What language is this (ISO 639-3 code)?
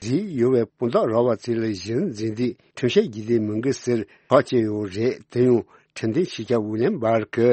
bod